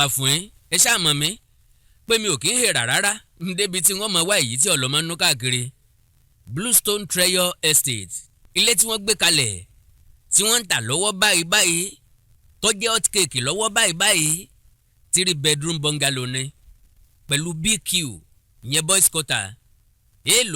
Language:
Yoruba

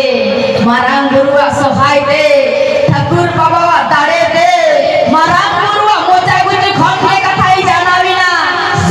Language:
Santali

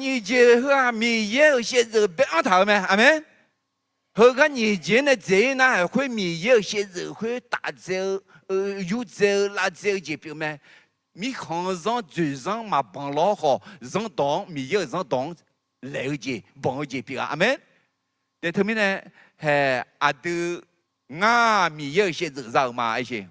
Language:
Akha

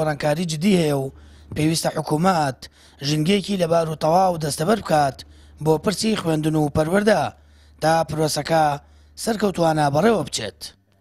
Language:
Central Kurdish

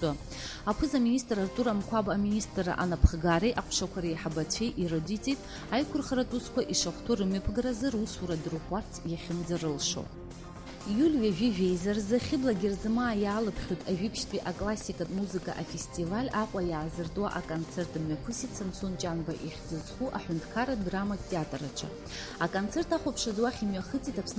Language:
Abkhazian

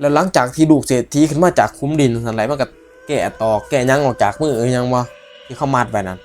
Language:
Northeastern Thai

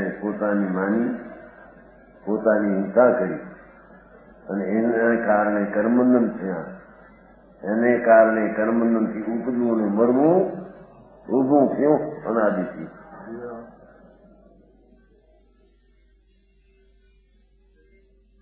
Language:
Gujarati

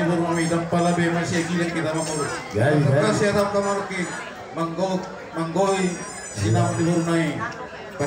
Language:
Batak Toba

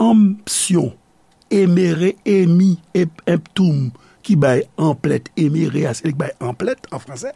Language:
Haitian Creole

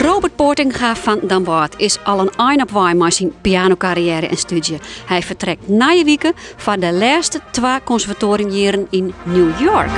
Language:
Western Frisian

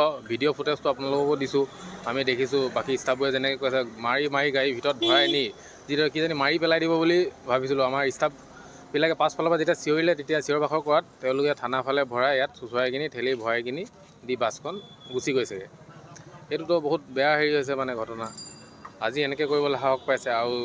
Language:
Assamese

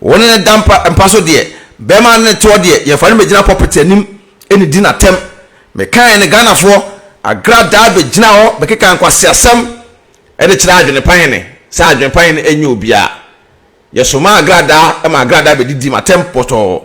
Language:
Akan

